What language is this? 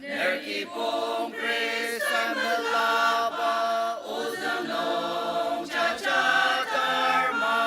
Ao Naga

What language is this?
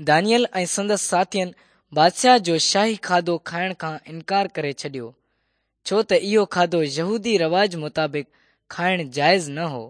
Sindhi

